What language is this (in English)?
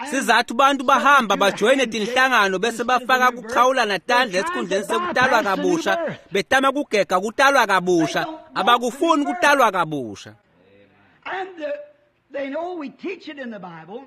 Swati